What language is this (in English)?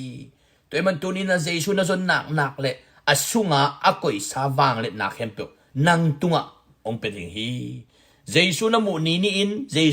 Tedim Chin